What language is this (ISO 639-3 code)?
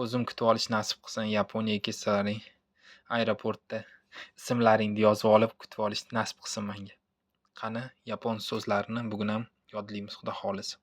uzb